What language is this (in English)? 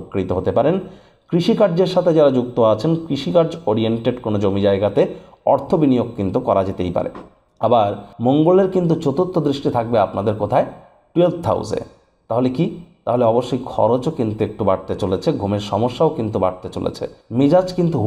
Bangla